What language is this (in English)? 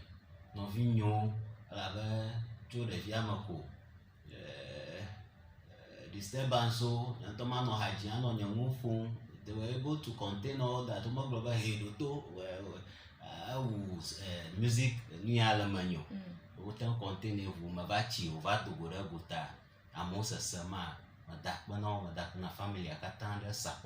Ewe